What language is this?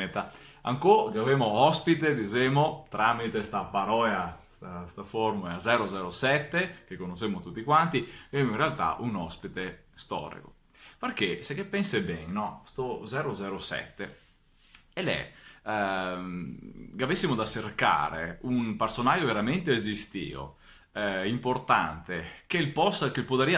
Venetian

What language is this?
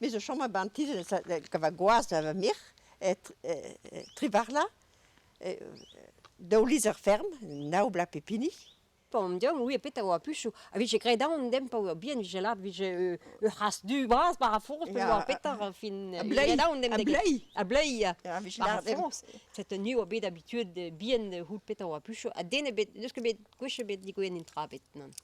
Breton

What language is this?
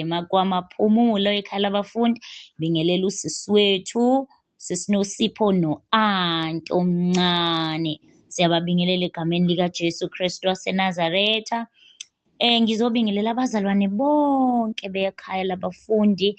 Zulu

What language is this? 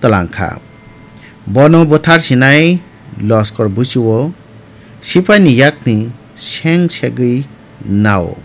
Kok Borok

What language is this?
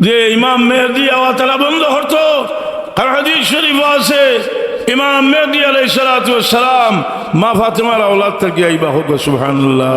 Sylheti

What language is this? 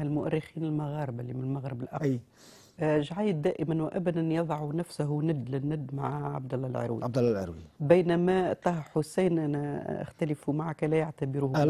Tunisian Arabic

